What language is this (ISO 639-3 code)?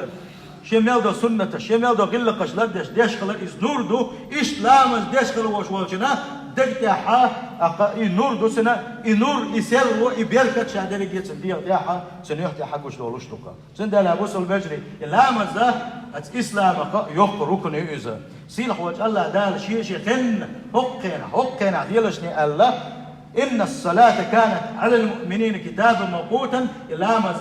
che